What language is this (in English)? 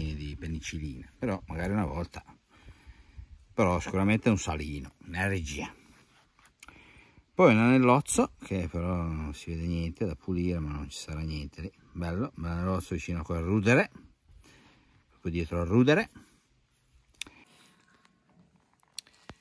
Italian